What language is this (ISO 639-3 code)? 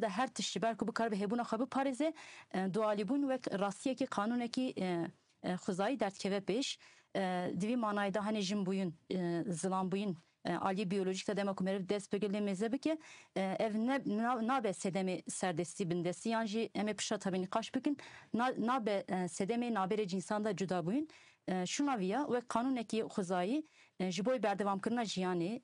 kur